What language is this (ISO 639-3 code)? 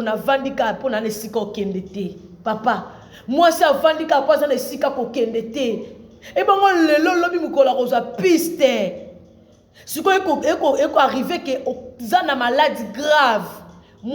lin